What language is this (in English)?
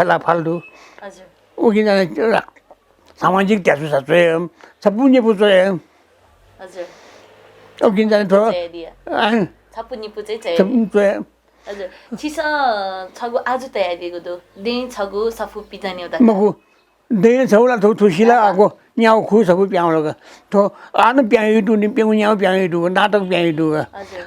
Newari